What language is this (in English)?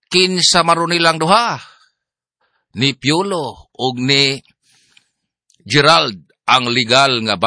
Cebuano